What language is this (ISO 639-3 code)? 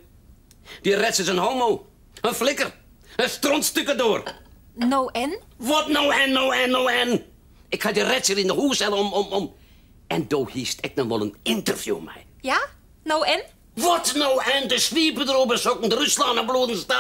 fry